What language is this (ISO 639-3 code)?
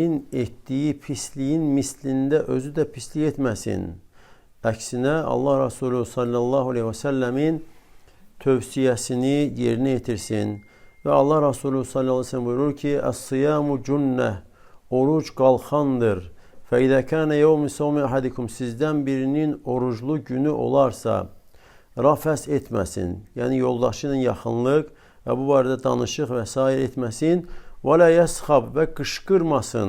aze